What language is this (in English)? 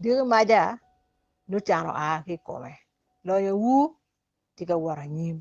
Acoli